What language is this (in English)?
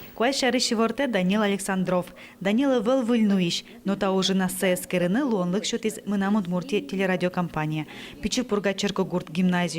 Udmurt